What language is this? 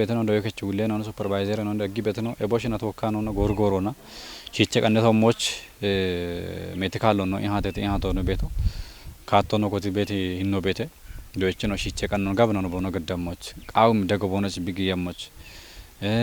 Kafa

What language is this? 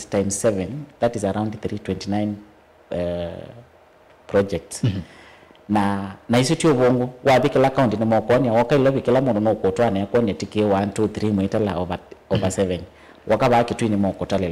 Kamba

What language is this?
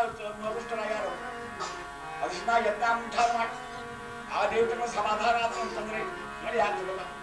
Kannada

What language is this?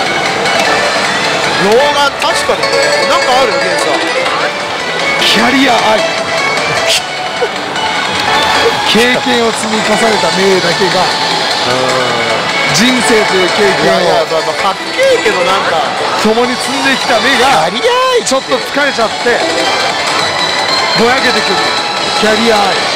Japanese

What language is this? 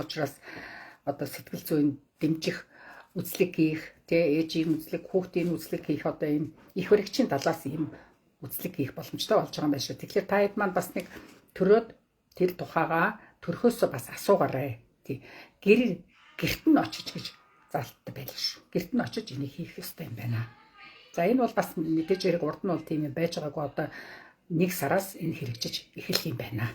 Mongolian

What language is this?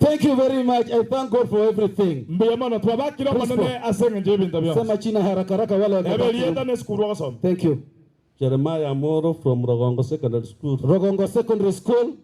Gusii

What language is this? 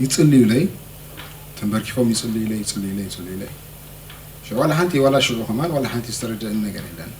Tigrinya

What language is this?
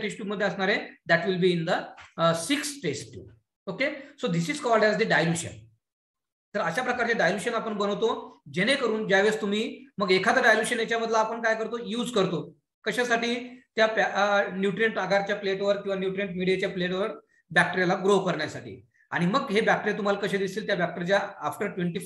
Marathi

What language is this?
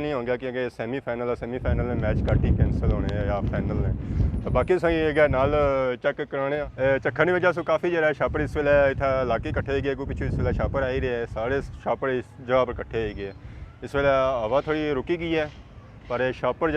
Pahari-Potwari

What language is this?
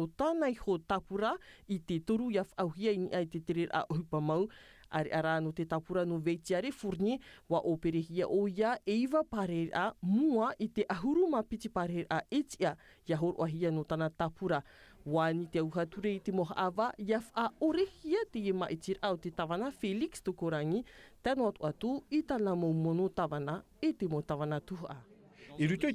Tahitian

